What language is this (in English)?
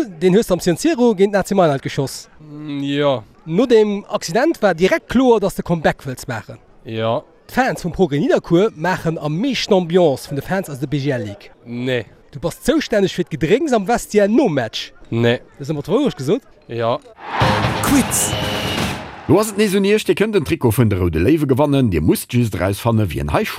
Luxembourgish